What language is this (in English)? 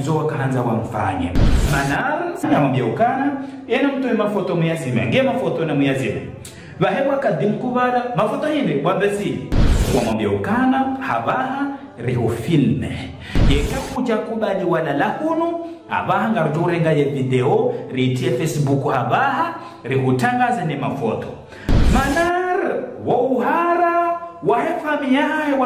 Ngazidja Comorian